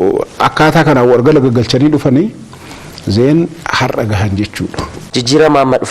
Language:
Oromo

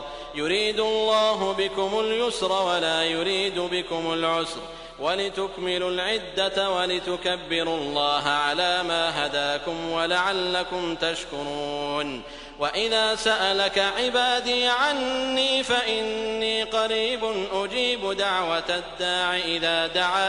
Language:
Arabic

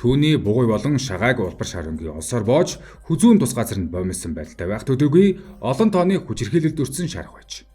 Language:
Mongolian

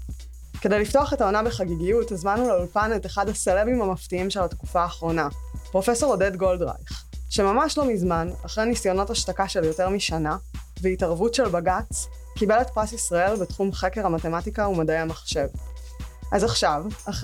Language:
Hebrew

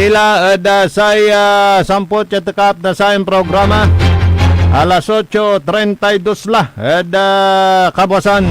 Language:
Pangasinan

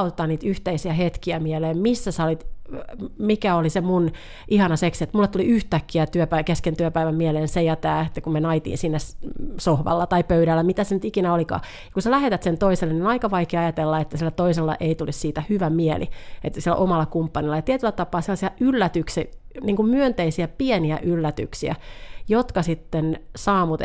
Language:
Finnish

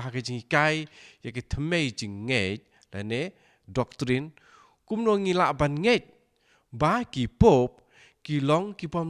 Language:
Khasi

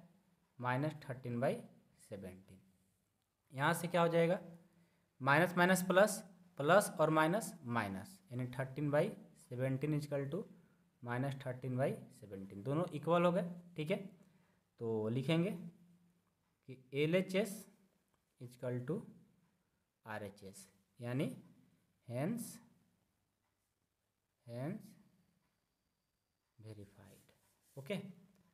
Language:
Hindi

